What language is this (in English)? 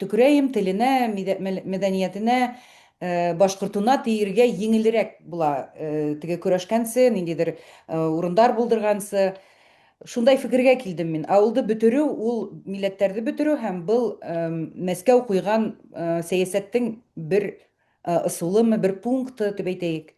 Bashkir